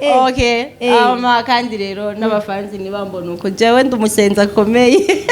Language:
Rundi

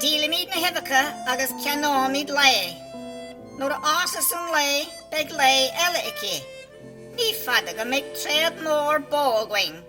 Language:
Irish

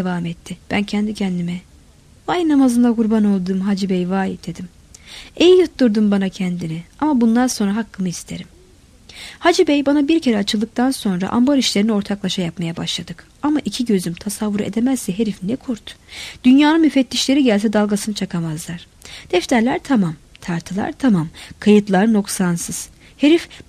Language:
Turkish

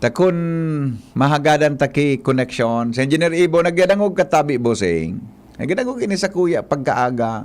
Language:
Bikol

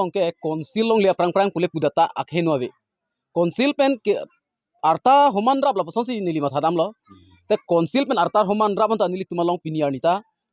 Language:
Karbi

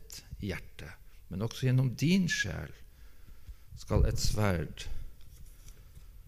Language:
Norwegian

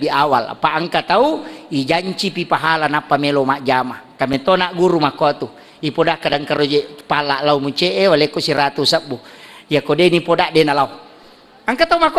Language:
Buginese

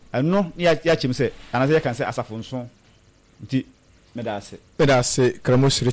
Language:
Akan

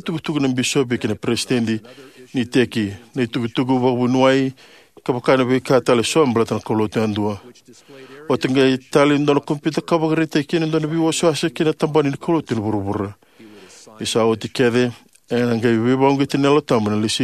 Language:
Fijian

